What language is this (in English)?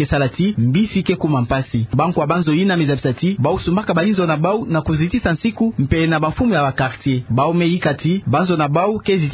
Kituba (Democratic Republic of Congo)